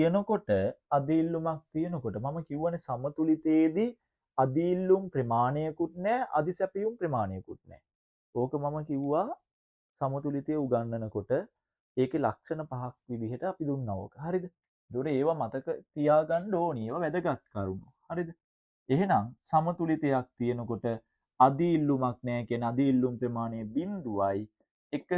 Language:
Sinhala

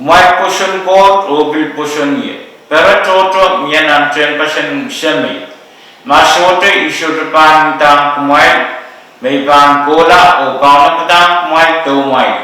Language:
Pohnpeian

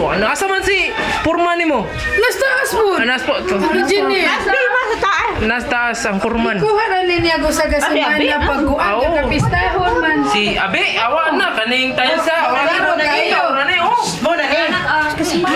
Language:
Cebuano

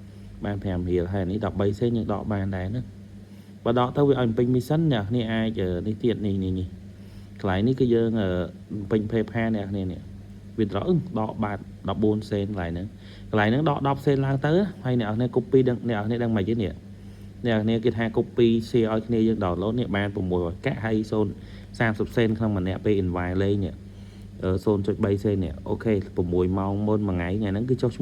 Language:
Khmer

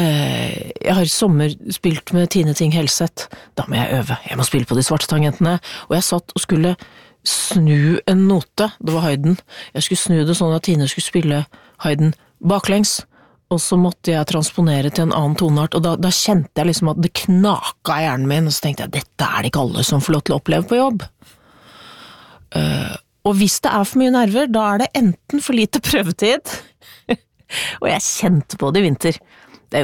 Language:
Norwegian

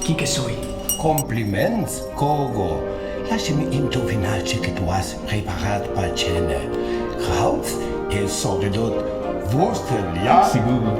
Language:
Friulian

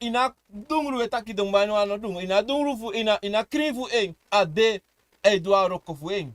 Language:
Sranan Tongo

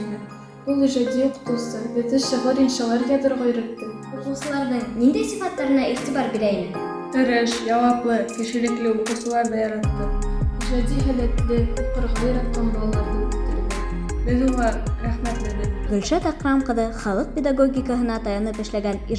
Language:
Bashkir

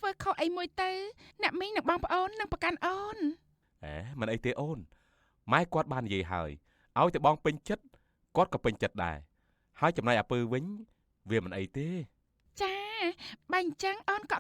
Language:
Khmer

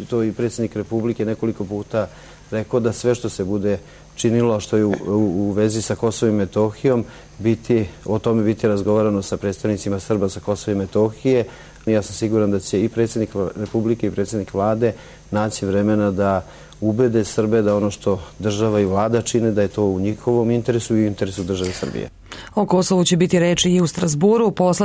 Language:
Serbian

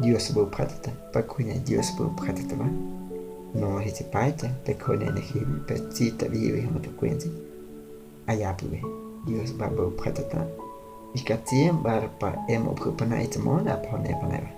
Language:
Guahibo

